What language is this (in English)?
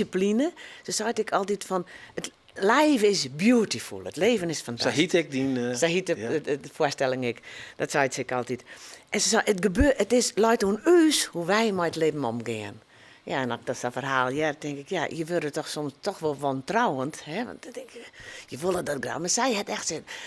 Western Frisian